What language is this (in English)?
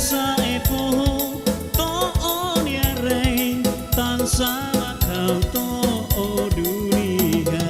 Tetum